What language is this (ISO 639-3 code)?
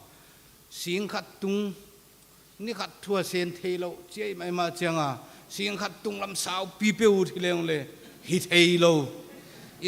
pck